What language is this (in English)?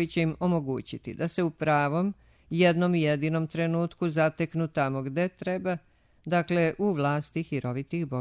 Serbian